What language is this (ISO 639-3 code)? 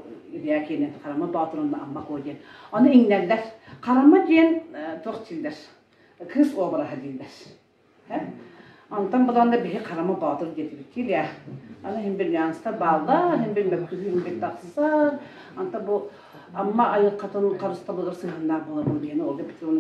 sah